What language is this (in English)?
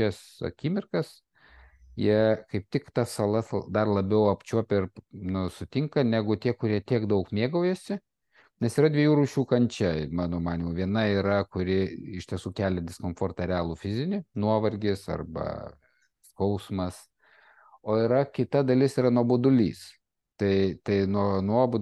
Lithuanian